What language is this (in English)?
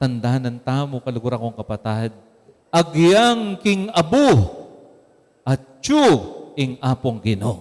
Pampanga